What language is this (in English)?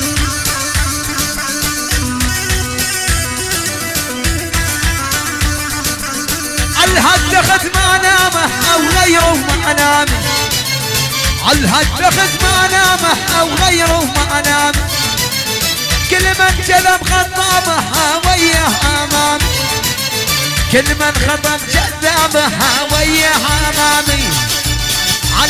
South Levantine Arabic